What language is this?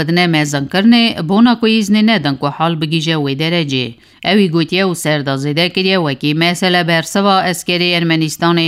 Kurdish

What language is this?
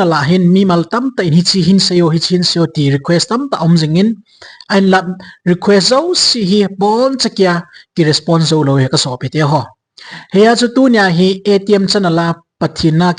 Thado Chin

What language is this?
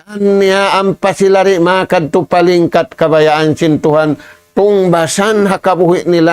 Tausug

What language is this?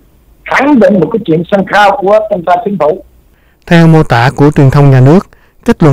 Vietnamese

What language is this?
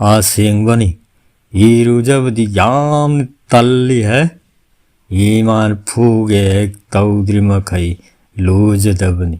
Manipuri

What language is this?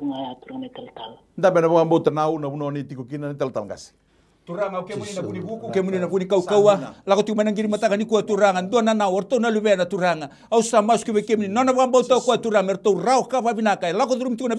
Fijian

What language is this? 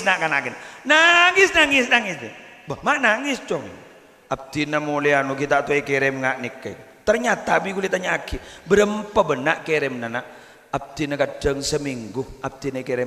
Madurese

